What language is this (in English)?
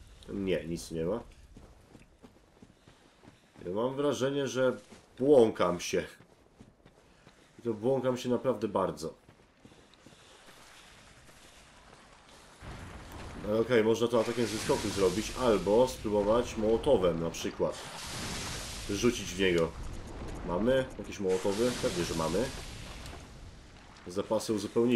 Polish